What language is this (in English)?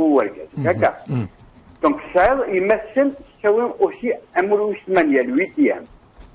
Kabyle